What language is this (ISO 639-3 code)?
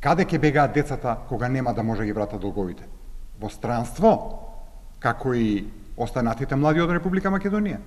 mkd